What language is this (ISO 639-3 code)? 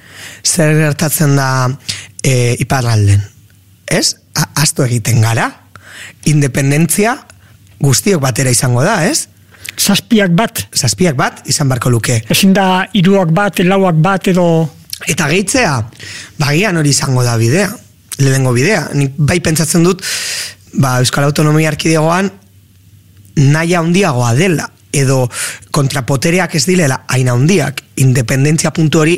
eus